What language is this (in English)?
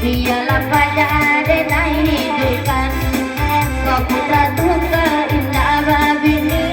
Minangkabau